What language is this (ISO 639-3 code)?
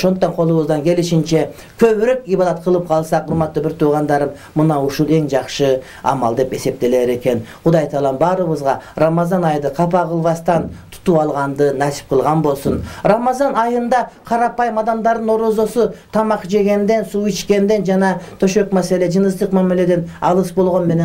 kir